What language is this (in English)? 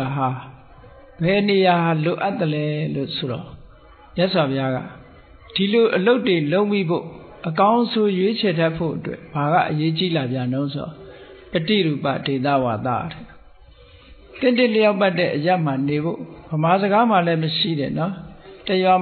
Burmese